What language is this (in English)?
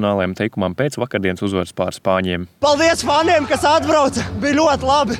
Latvian